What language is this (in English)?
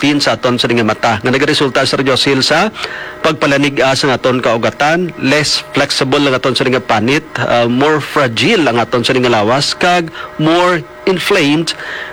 Hiligaynon